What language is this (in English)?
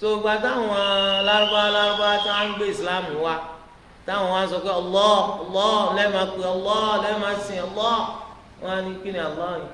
Yoruba